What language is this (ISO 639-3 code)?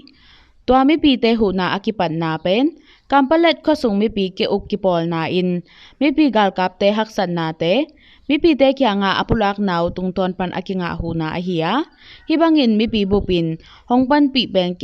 ctd